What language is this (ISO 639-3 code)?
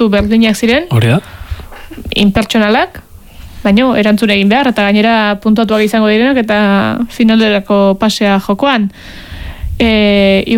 eus